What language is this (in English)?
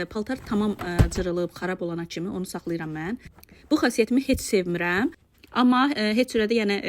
Azerbaijani